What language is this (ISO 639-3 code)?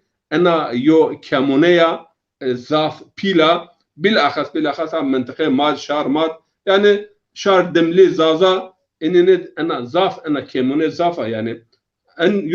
zza